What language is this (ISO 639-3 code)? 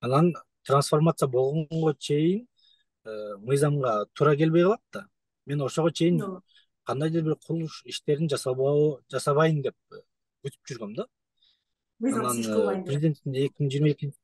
kir